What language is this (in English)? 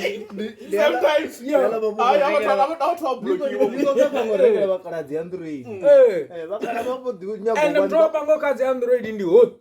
Venda